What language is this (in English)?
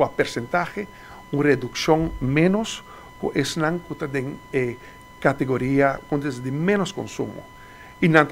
Papiamento